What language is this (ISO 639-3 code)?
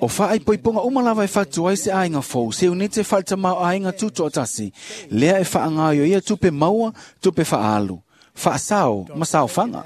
smo